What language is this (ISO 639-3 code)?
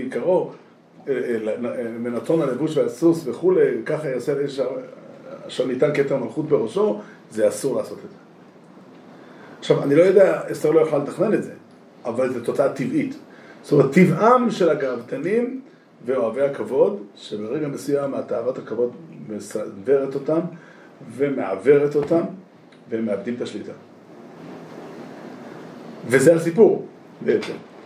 heb